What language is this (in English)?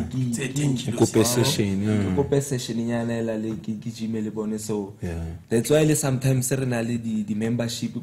Tswana